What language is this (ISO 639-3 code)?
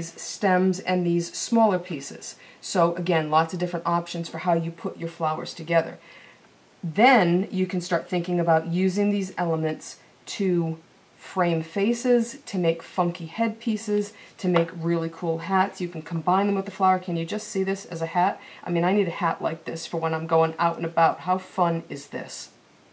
eng